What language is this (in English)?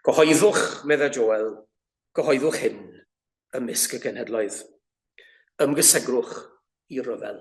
Welsh